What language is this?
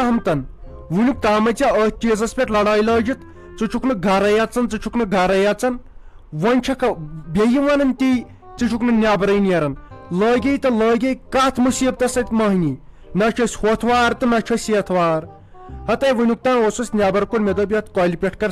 Kashmiri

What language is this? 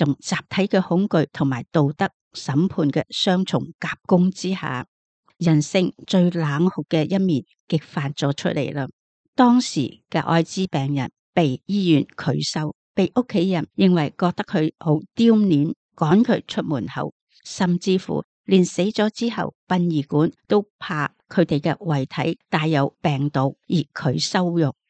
Cantonese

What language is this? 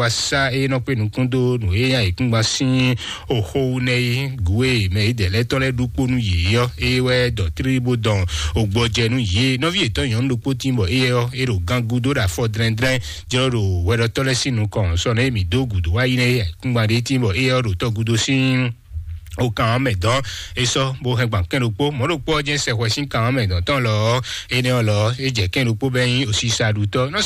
Fon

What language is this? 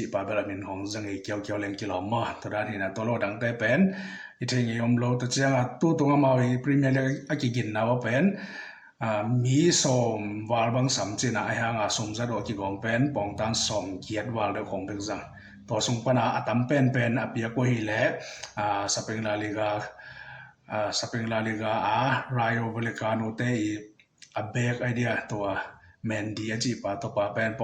Tedim Chin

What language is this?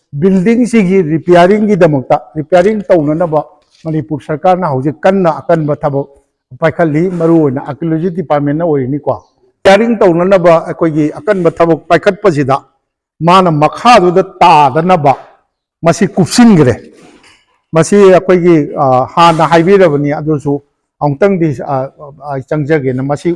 Manipuri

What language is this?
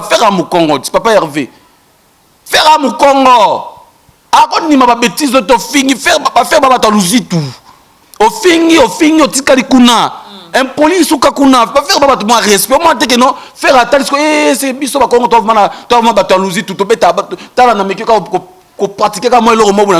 Lingala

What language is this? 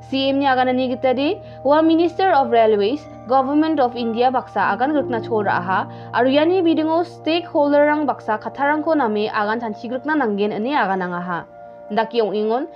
Garo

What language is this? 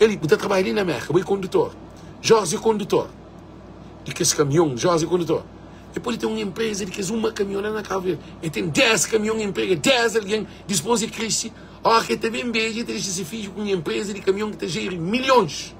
Kabuverdianu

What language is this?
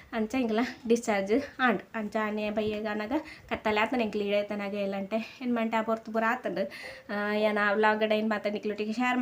Tulu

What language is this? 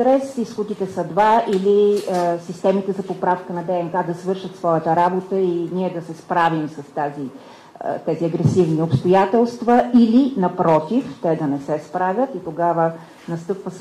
Bulgarian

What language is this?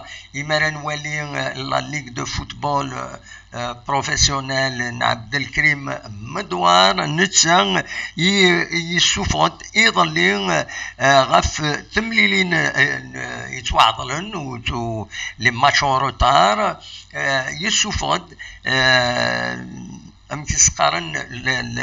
Kabyle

